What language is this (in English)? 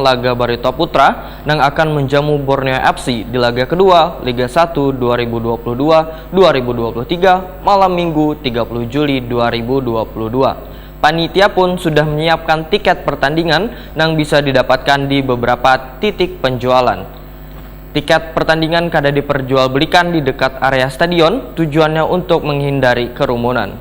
Banjar